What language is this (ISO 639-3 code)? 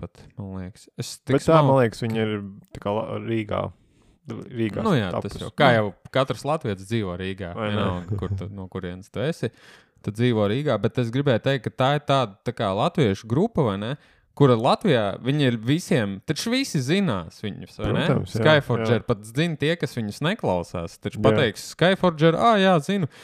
lav